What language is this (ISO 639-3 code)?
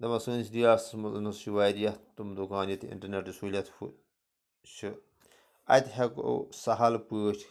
kas